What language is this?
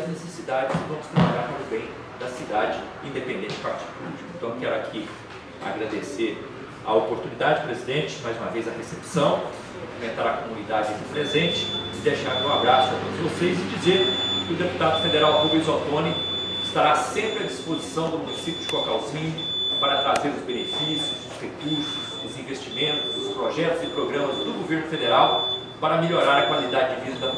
Portuguese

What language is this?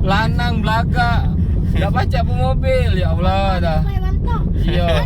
Musi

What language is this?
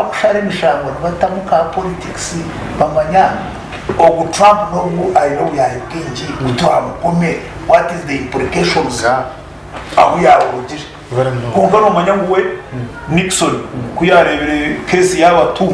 Nyankole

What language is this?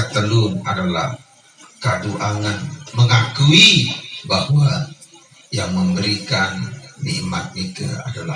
Sasak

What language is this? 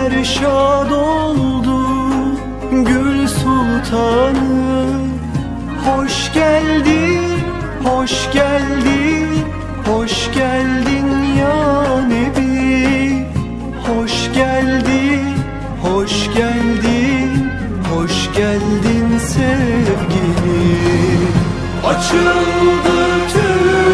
Turkish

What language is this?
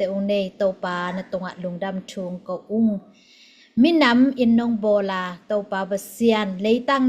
Tedim Chin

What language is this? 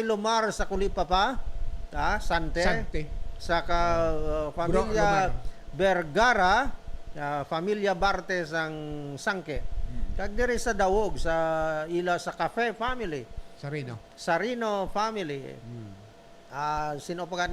Hiligaynon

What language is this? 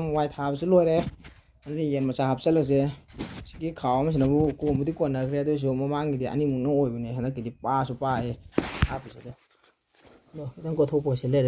Manipuri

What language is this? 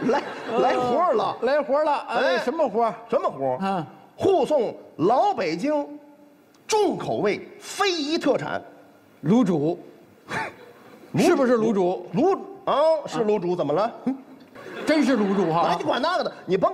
Chinese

